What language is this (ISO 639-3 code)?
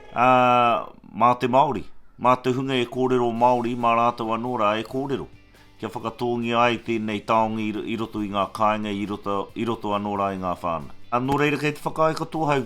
mri